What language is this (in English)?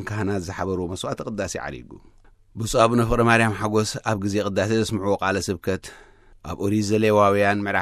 Tigrinya